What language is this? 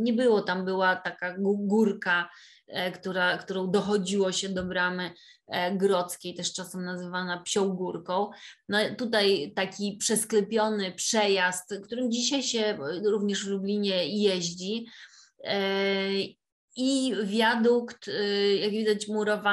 Polish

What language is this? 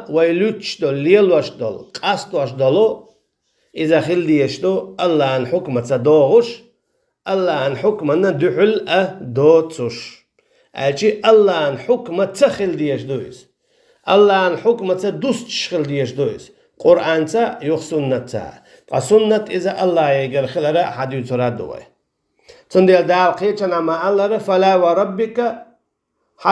Chechen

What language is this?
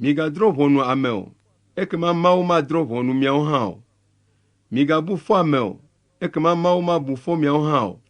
Ewe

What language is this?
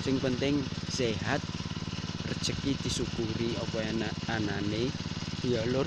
Javanese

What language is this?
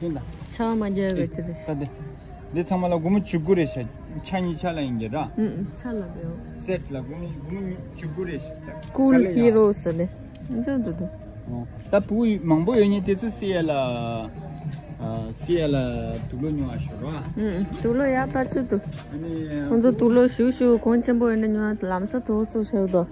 Tibetan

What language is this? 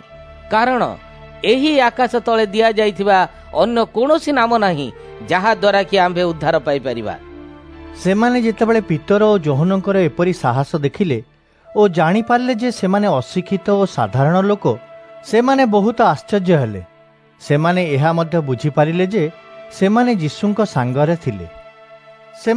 Odia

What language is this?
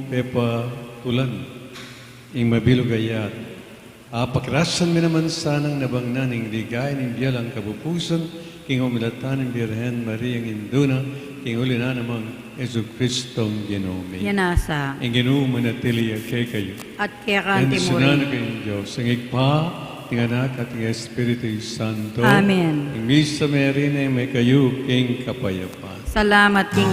Pampanga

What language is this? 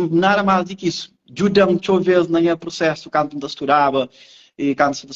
Kabuverdianu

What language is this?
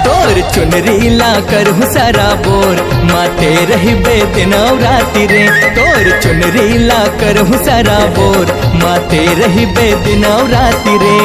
Chhattisgarhi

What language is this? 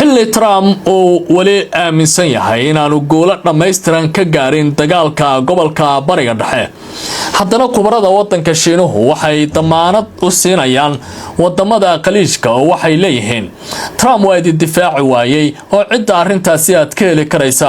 Somali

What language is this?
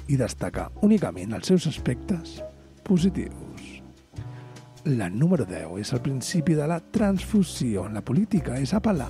Catalan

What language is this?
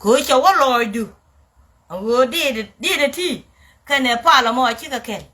Nuer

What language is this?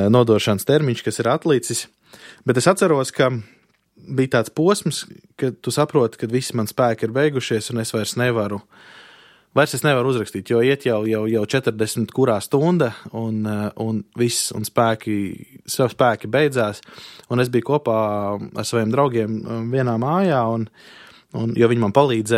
Latvian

